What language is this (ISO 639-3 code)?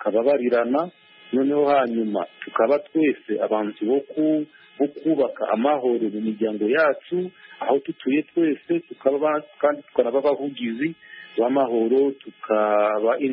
kin